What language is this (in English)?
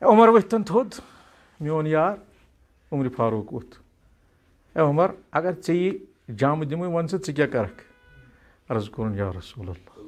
Kashmiri